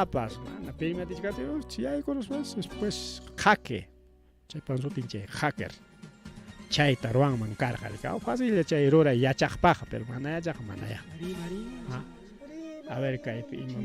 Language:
Ayacucho Quechua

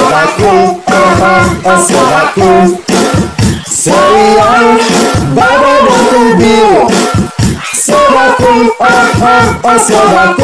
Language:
Betawi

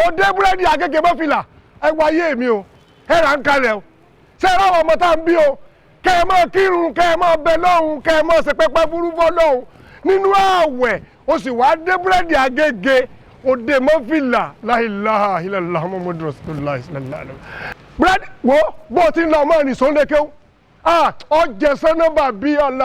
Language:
Yoruba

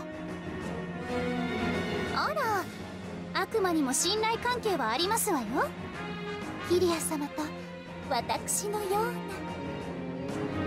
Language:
Japanese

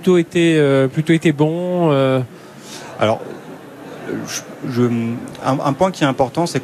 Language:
French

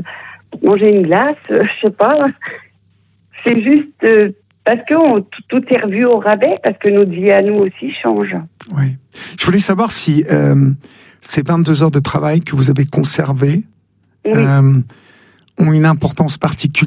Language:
French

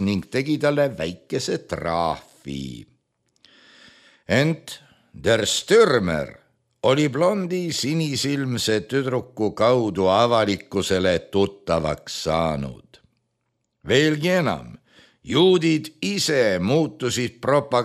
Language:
Estonian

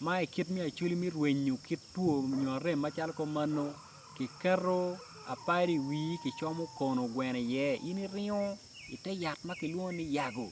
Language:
Acoli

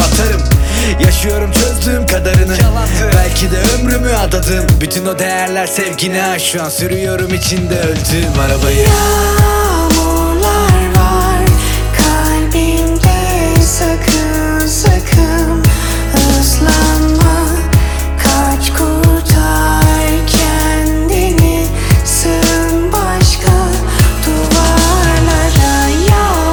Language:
Turkish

